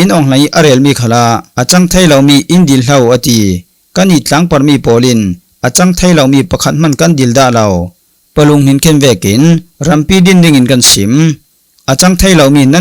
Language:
Falam Chin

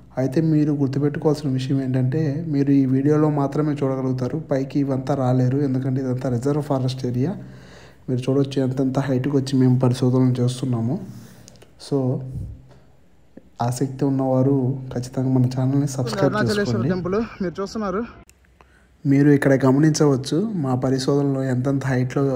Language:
Telugu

